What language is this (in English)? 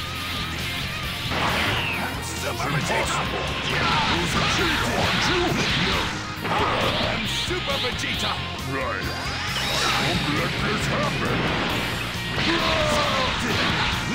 English